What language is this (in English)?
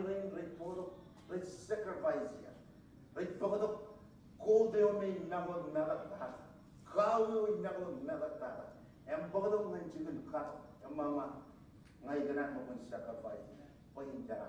Marshallese